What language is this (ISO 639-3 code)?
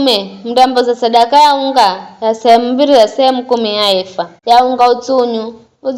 nyf